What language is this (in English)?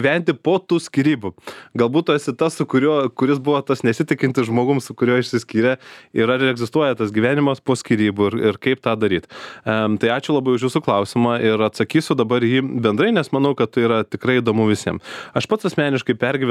Lithuanian